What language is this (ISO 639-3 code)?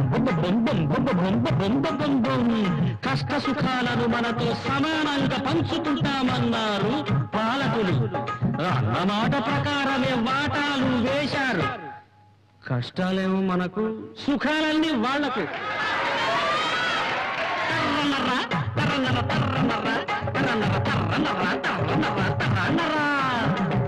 tel